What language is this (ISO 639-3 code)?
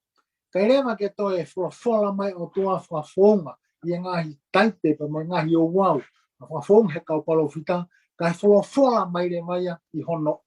ton